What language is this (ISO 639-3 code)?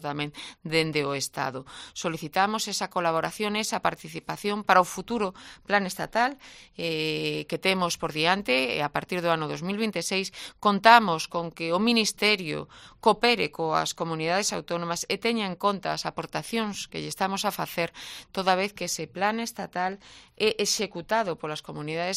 glg